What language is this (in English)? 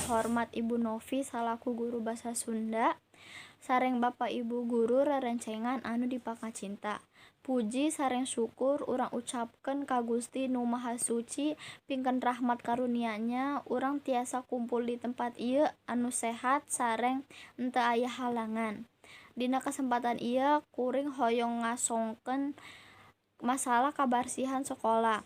Sundanese